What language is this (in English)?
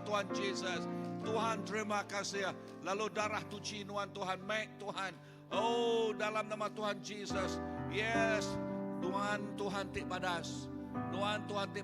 Iban